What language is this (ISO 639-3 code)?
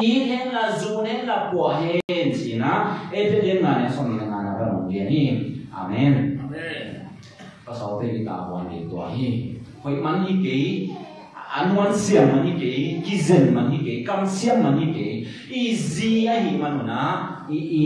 ctd